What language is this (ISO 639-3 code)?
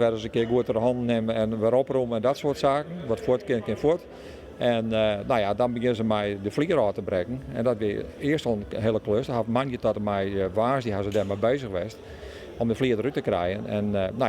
fry